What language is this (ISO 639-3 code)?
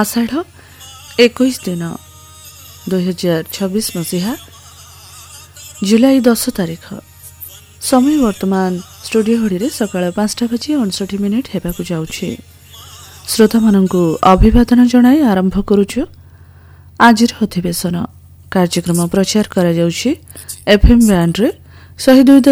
ori